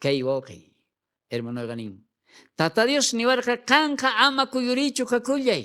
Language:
South Bolivian Quechua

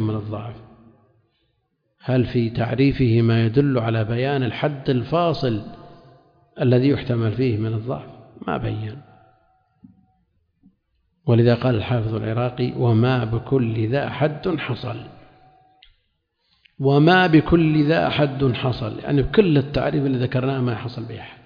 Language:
Arabic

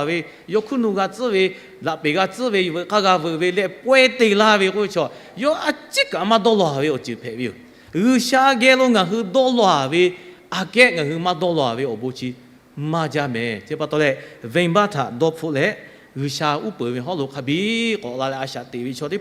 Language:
Lahu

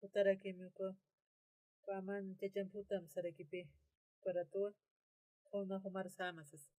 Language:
Aymara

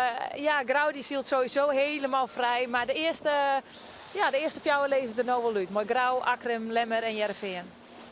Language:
Western Frisian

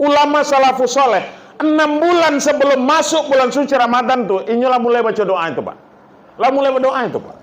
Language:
Minangkabau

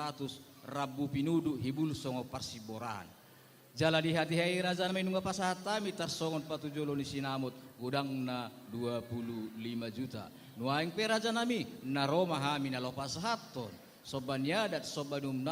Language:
Batak Toba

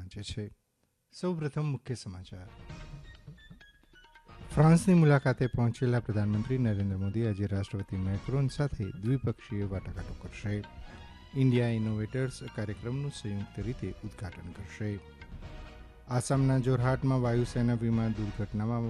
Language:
Gujarati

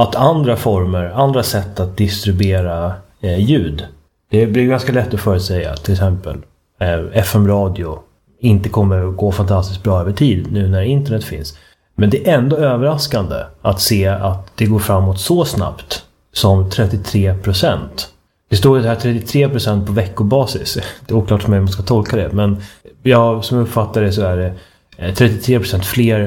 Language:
Swedish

